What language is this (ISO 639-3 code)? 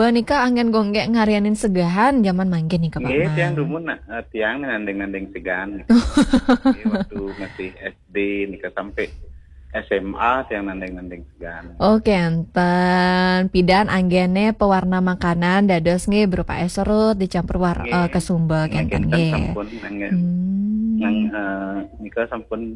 ban